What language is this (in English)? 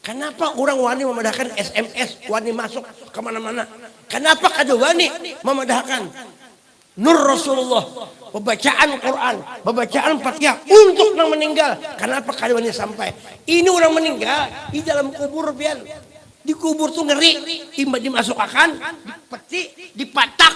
Banjar